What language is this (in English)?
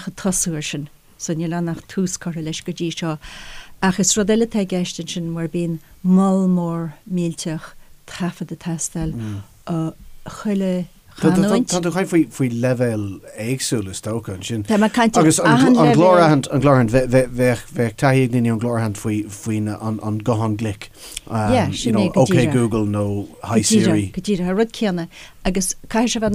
Irish